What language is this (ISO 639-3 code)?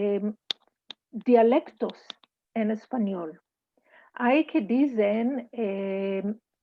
lad